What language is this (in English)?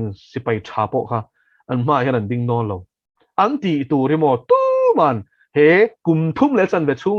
Mizo